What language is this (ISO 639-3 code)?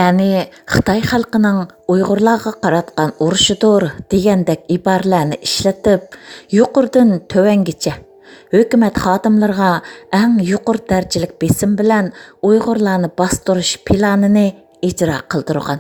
uig